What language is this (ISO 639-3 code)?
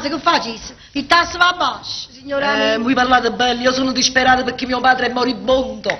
nap